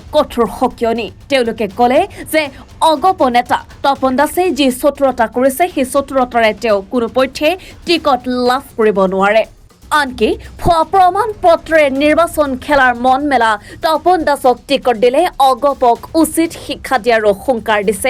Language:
Assamese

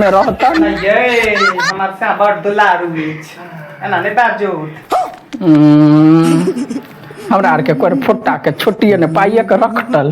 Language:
Maithili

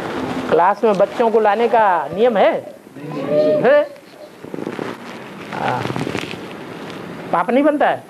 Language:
Hindi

